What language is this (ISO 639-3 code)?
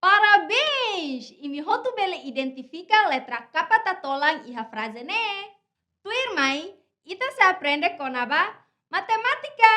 tet